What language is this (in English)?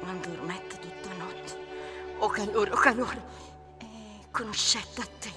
Neapolitan